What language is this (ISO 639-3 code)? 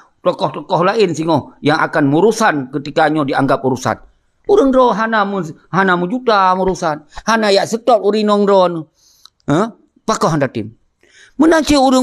ace